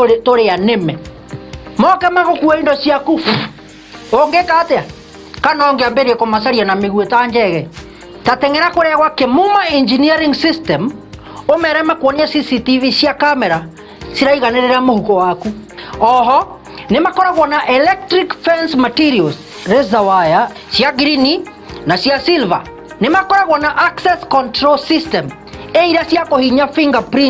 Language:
Kikuyu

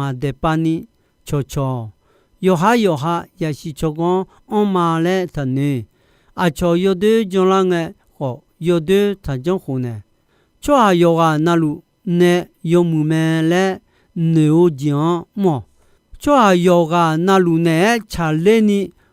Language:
Akha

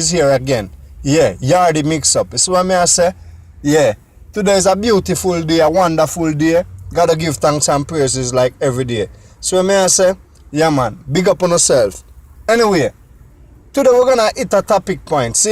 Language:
Jamaican Creole English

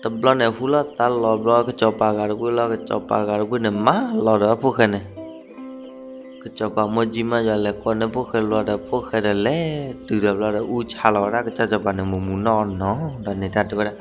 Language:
S'gaw Karen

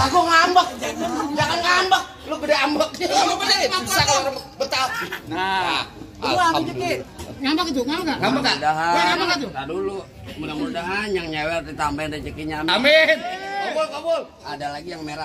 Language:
Betawi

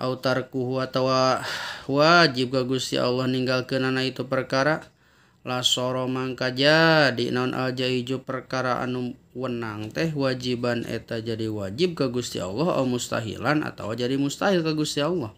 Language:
Sundanese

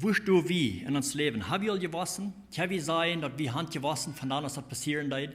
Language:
Plautdietsch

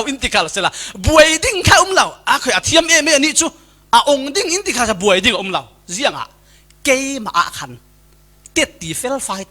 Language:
Falam Chin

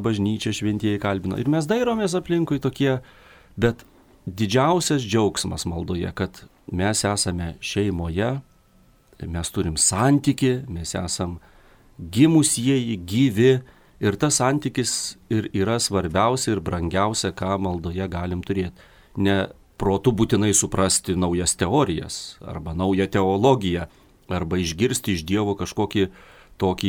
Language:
Lithuanian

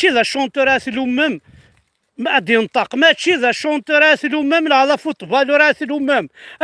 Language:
Kabyle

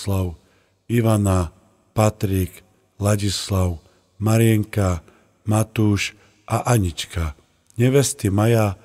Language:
Slovak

